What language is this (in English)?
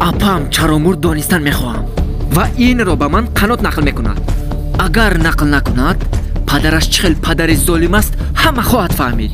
Tajik